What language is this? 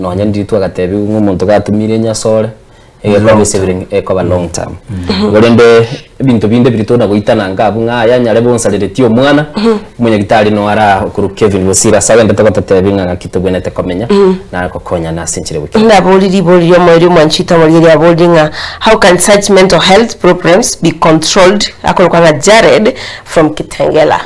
Gusii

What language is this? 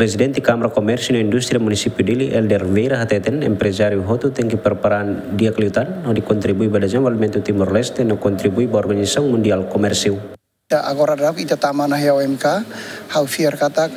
Tetum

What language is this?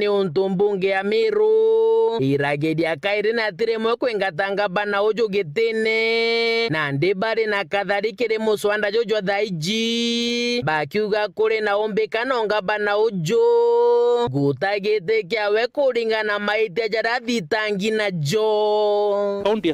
Meru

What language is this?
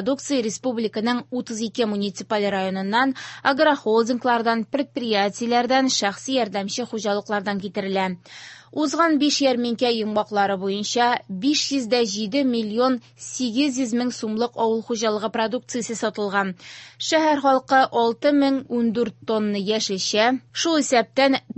Tatar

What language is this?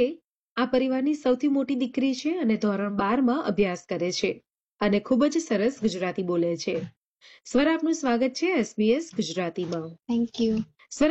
Gujarati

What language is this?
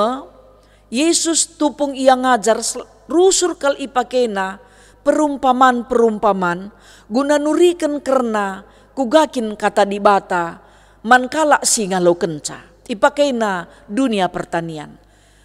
Batak Karo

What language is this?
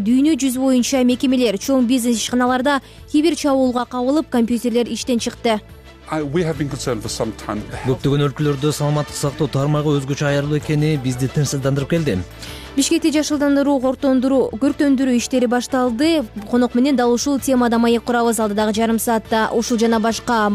Kyrgyz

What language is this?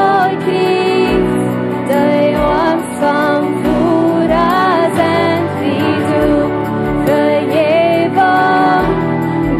Plautdietsch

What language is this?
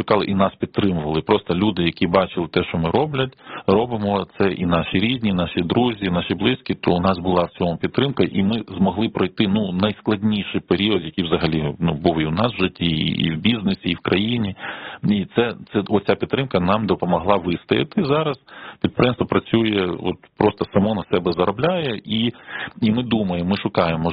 Ukrainian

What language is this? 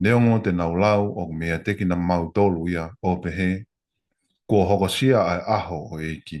Tongan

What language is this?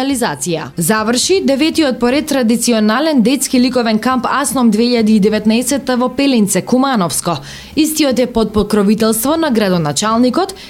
Macedonian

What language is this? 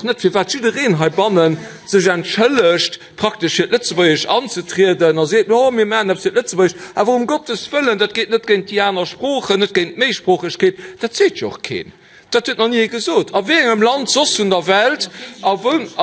Luxembourgish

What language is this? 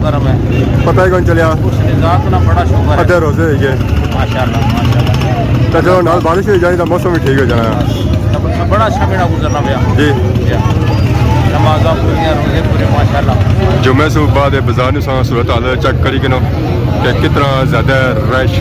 Pahari-Potwari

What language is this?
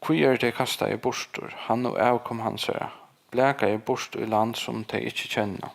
Faroese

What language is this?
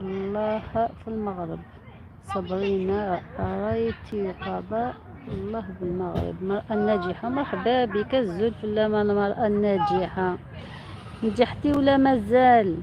Algerian Arabic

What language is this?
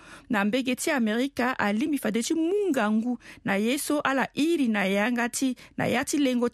Sango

